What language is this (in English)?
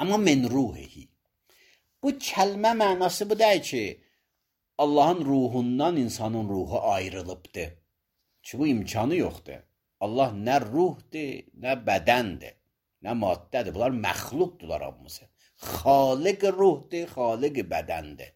Azerbaijani